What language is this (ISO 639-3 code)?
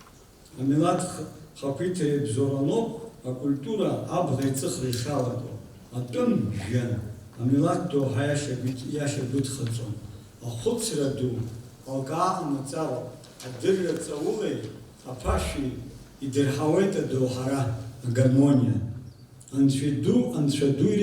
abk